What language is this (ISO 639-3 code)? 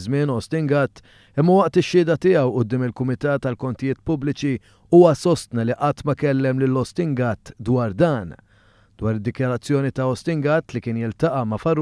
mlt